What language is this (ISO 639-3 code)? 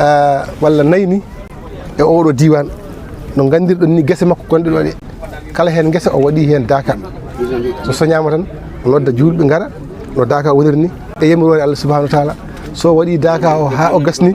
ful